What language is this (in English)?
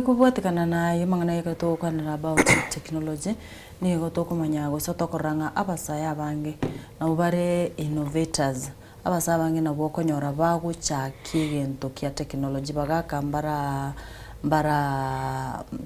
Gusii